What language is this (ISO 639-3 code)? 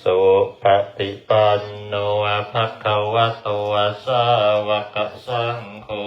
pli